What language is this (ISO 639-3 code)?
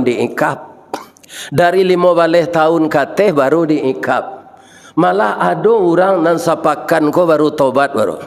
min